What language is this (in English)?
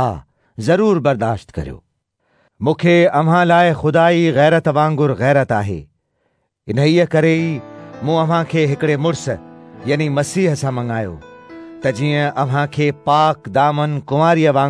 Sindhi